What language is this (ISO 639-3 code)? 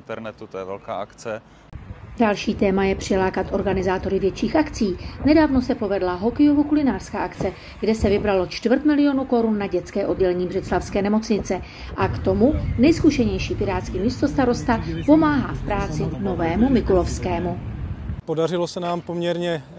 ces